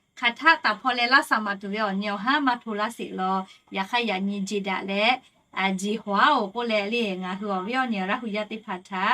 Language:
Lahu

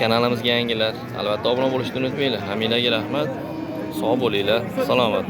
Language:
Uzbek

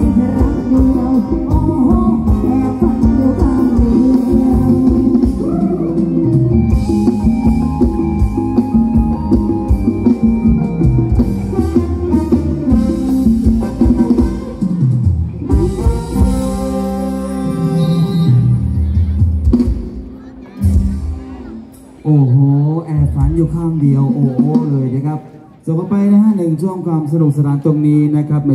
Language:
Thai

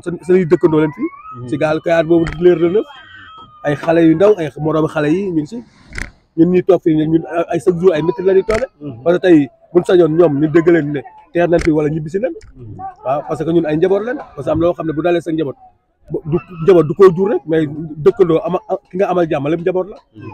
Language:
Wolof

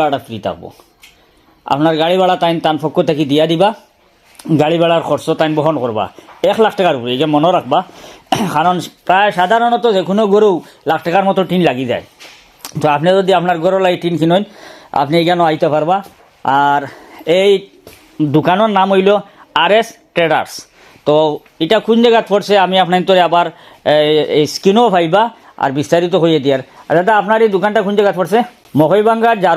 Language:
Sylheti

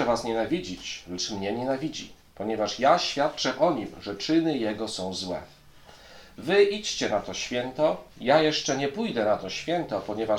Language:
Polish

